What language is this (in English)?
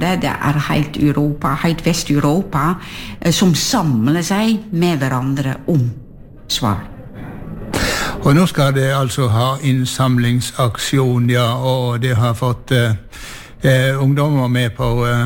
Norwegian